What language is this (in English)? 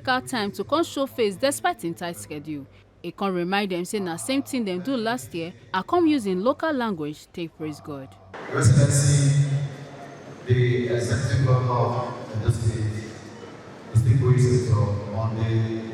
Nigerian Pidgin